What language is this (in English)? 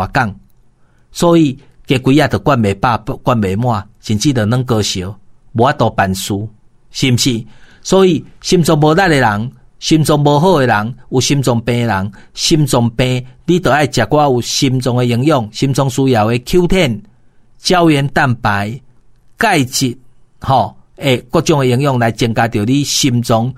Min Nan Chinese